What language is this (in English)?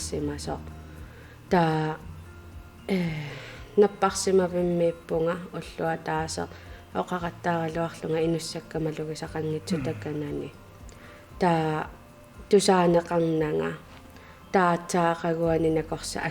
Kalaallisut